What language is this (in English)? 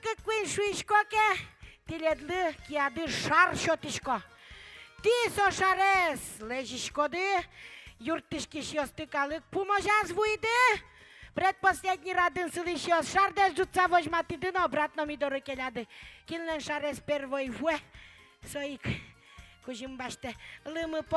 Udmurt